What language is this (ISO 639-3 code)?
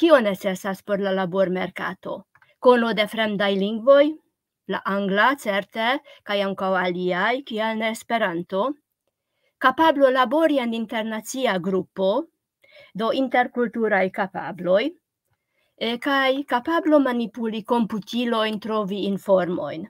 epo